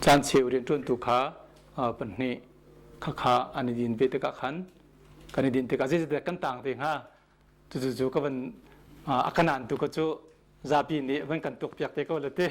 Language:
Hakha Chin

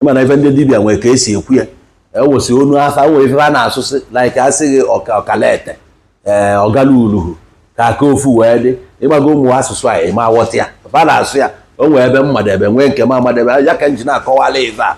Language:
Igbo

